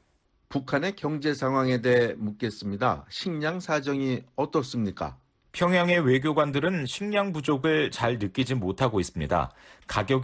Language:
Korean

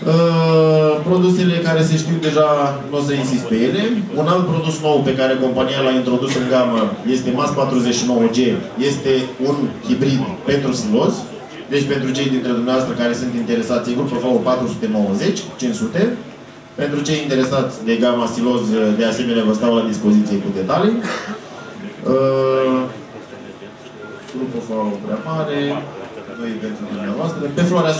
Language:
Romanian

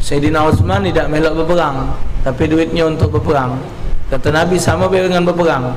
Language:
Musi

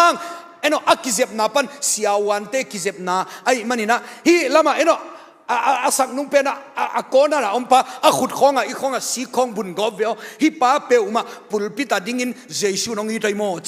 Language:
Tedim Chin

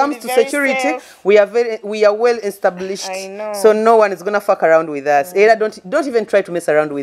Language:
Nyoro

